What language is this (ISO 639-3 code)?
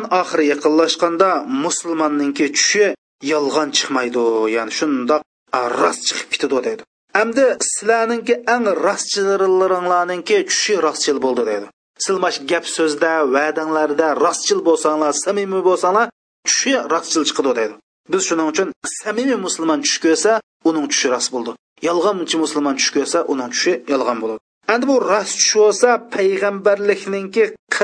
uig